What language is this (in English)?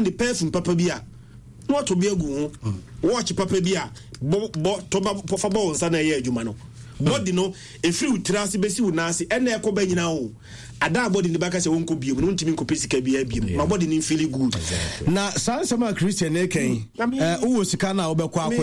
Akan